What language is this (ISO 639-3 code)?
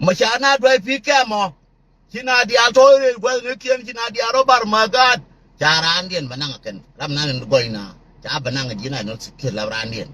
nus